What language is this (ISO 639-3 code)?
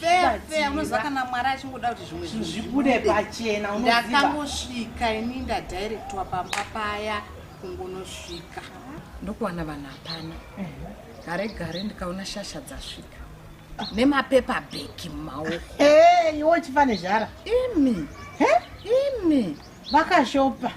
sna